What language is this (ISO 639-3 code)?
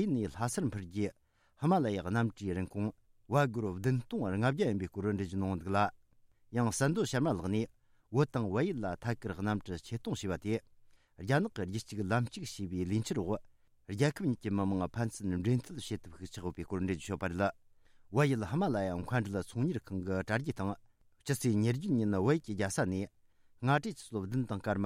bod